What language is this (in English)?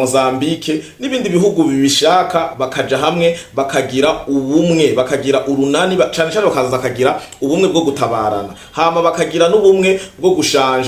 Rundi